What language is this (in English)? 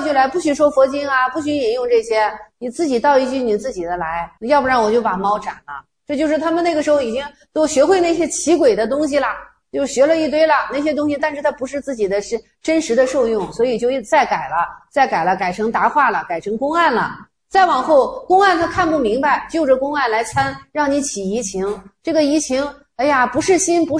Chinese